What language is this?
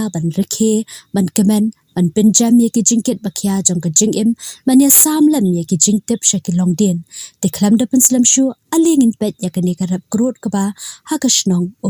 Khasi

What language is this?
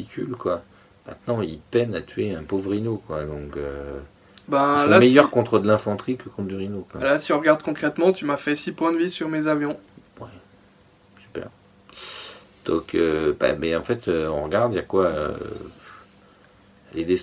French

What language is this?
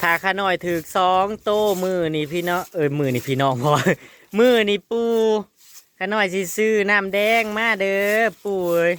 Northeastern Thai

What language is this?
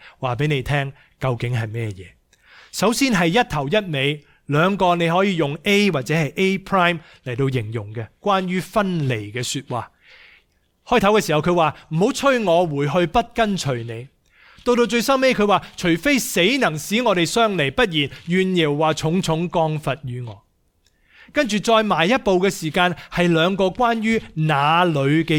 Cantonese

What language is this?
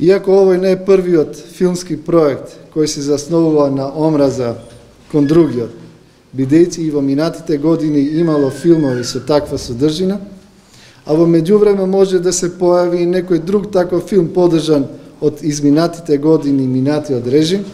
Macedonian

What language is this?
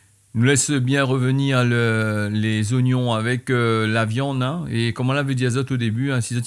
Réunion Creole French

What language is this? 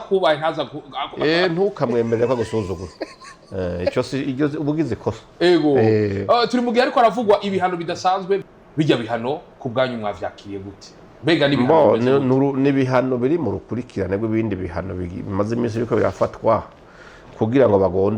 Rundi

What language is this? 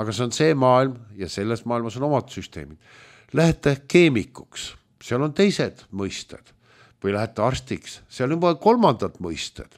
Estonian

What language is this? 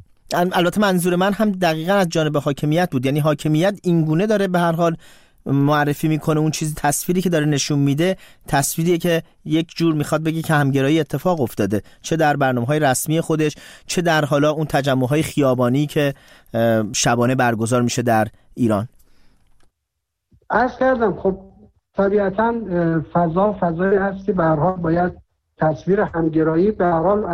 Persian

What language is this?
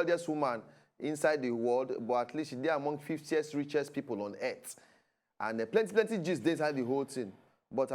Nigerian Pidgin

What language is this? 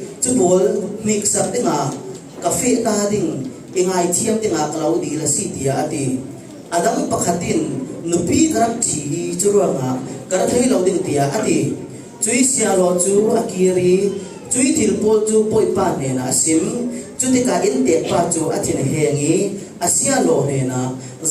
Falam Chin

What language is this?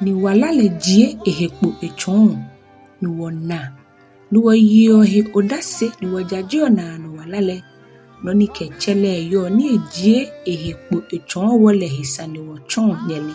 Ga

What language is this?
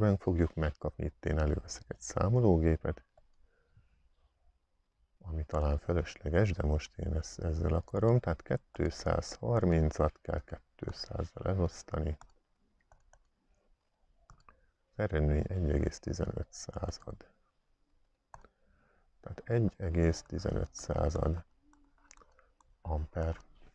Hungarian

